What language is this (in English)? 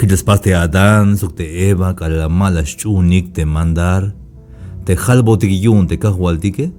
Tzeltal